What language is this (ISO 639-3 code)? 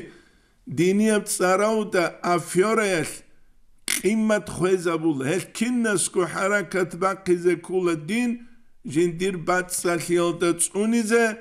ava